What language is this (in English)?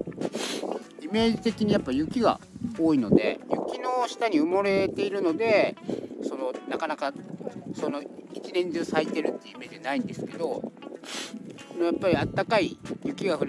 Japanese